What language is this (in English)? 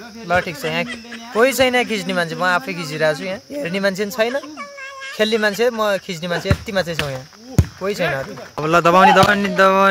Nepali